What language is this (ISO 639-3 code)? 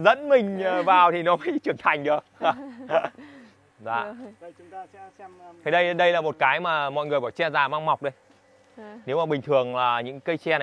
vie